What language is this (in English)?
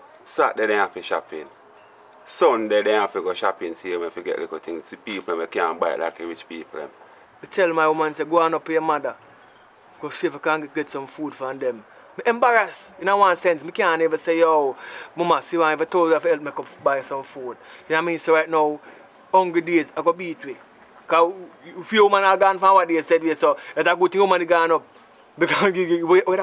Jamaican Creole English